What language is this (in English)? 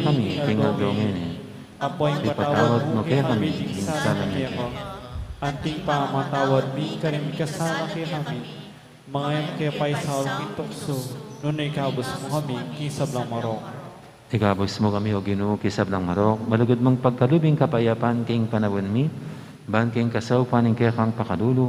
Pampanga